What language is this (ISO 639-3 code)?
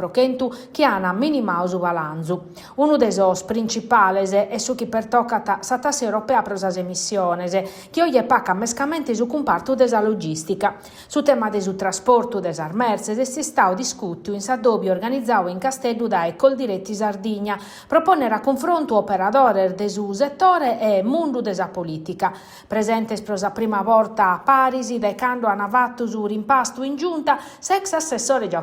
srd